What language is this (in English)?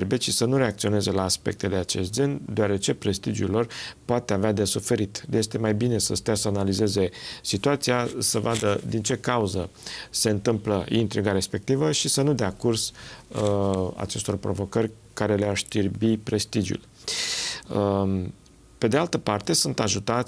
Romanian